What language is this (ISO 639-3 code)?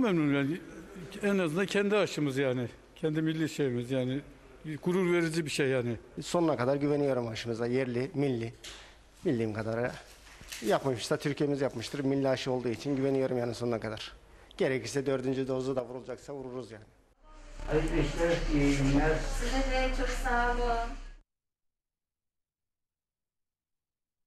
tur